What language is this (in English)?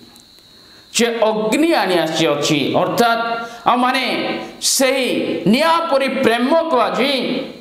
Odia